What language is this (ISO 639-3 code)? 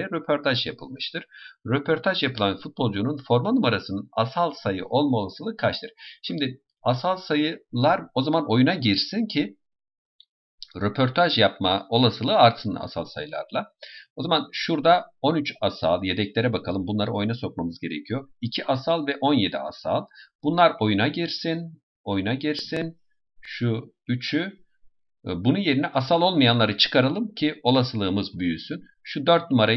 tur